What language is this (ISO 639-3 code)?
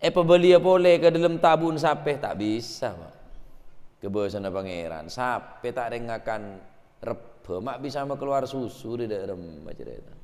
mad